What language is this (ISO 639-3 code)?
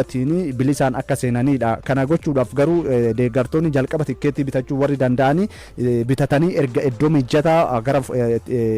orm